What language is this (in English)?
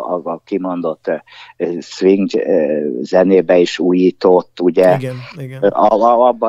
Hungarian